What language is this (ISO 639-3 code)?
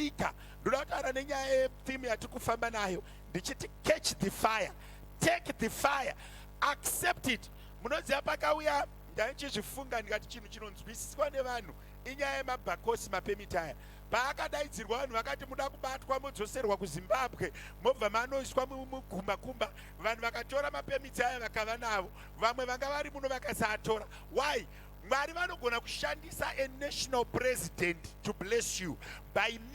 sna